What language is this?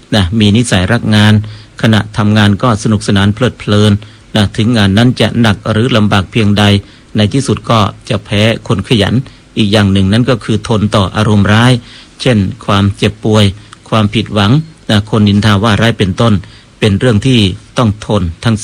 Thai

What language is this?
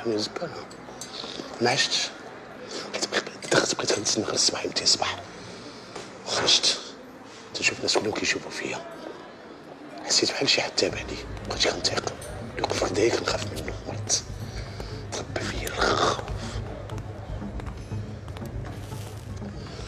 Moroccan Arabic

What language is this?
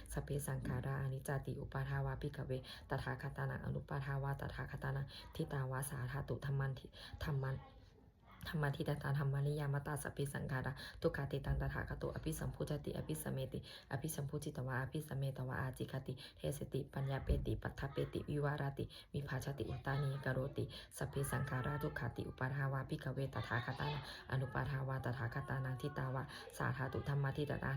Pali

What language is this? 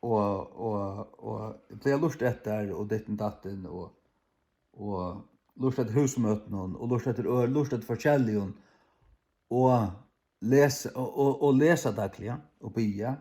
Faroese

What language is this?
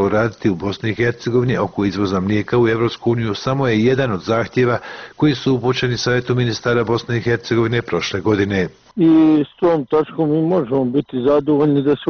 Bosnian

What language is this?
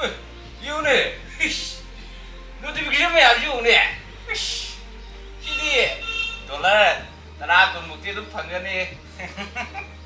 Manipuri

